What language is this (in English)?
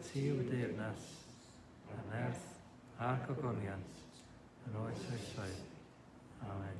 Welsh